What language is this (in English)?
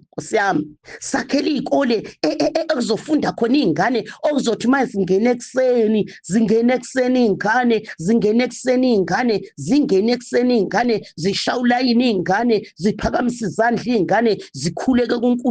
Zulu